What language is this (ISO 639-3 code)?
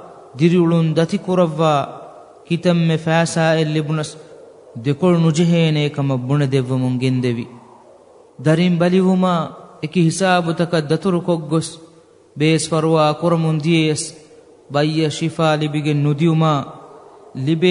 div